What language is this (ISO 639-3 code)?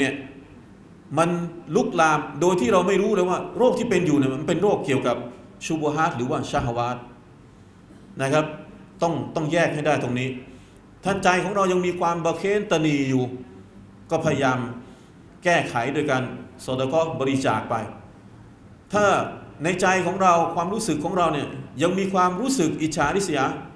tha